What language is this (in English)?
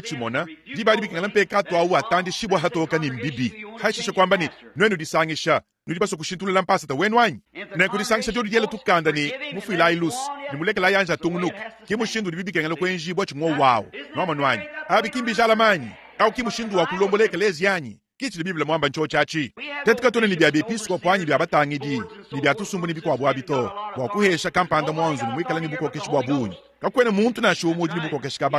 Luba-Lulua